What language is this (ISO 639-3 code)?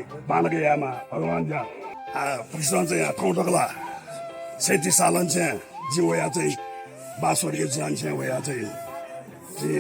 new